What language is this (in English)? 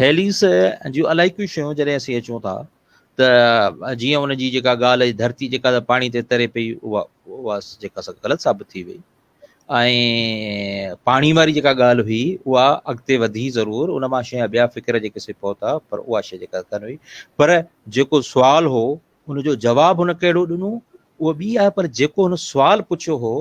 Sindhi